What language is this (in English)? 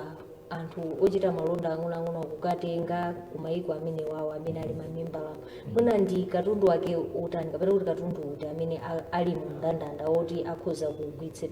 Nyanja